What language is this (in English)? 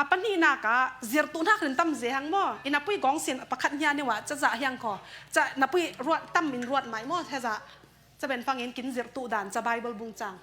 Falam Chin